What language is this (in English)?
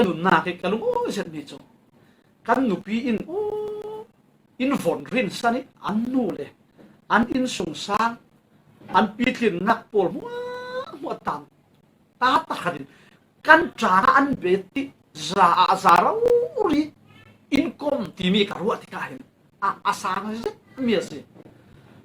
Falam Chin